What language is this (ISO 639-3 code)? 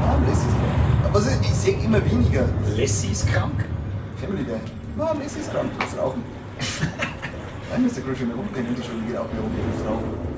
bar